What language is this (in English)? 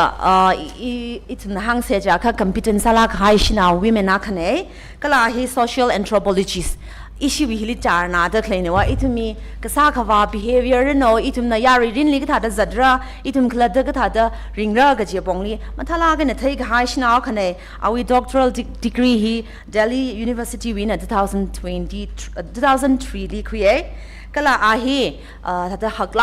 Tangkhul Naga (India)